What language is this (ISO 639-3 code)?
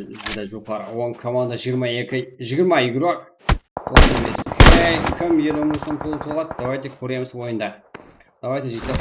kaa